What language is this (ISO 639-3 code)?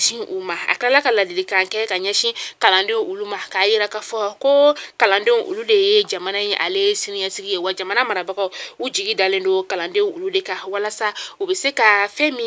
bam